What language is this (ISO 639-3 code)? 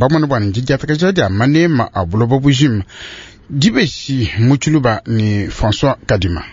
lua